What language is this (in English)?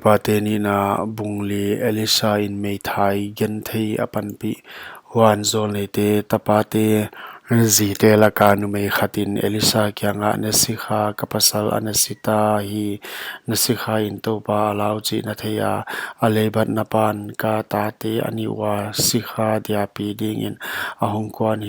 Paite Chin